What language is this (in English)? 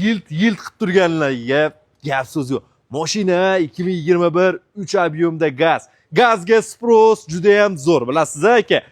Uzbek